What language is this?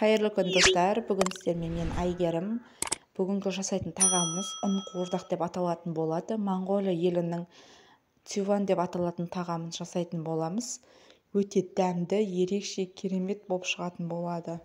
Kazakh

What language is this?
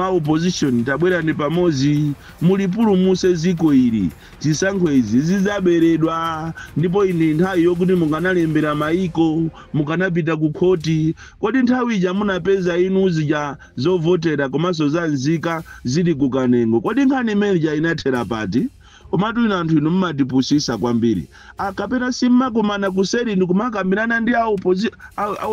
Nyanja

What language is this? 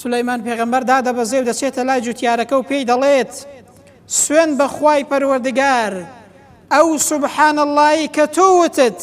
Central Kurdish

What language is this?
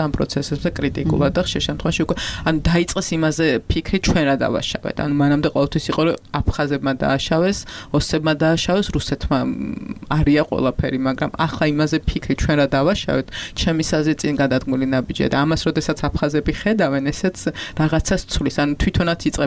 Georgian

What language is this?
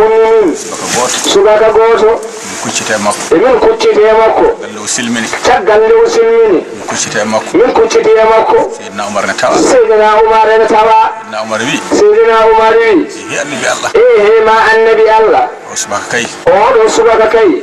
Fula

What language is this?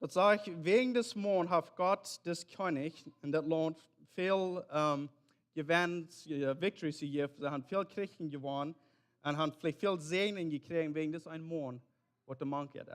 Plautdietsch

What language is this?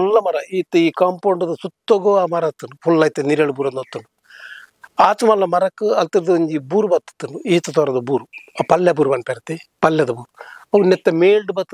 Tulu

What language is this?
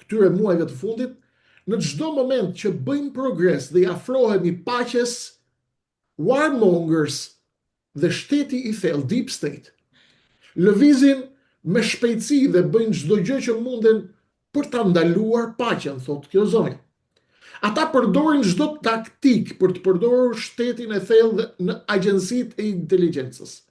Albanian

